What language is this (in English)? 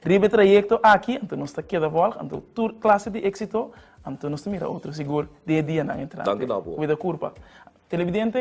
Papiamento